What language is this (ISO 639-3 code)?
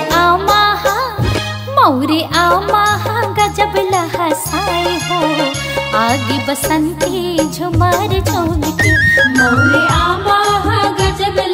hne